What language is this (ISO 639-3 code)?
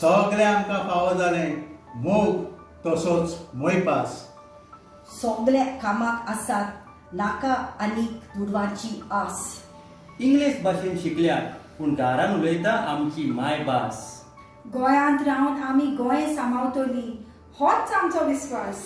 kok